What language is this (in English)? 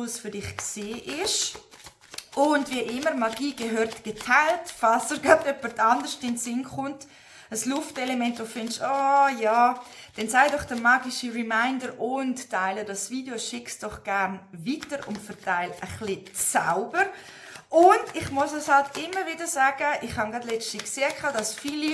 Swiss German